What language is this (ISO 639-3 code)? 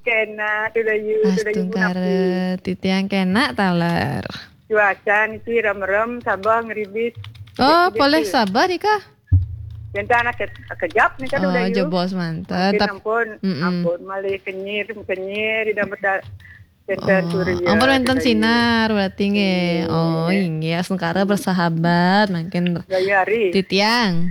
ban